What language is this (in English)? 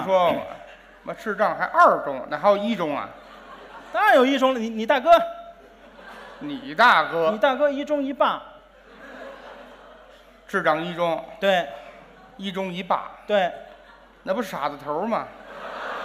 Chinese